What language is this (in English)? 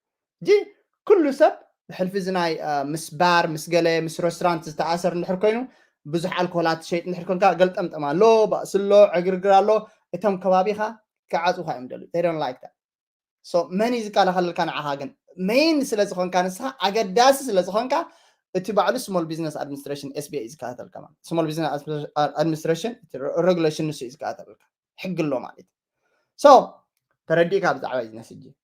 Tigrinya